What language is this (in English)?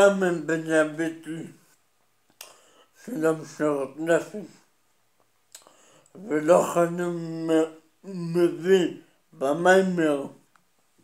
Hebrew